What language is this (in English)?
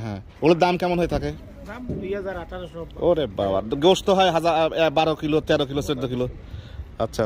Bangla